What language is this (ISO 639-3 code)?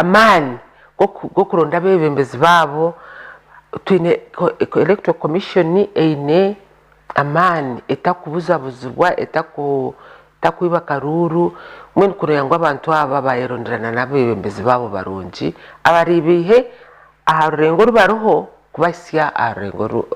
nyn